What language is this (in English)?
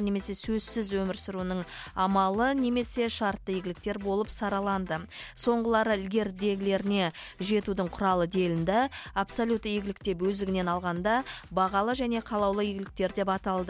Kazakh